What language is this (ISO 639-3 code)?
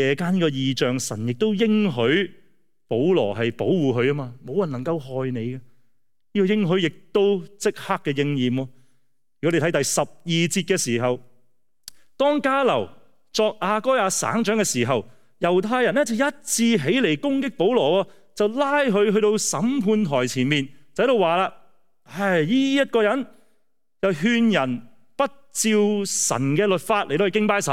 yue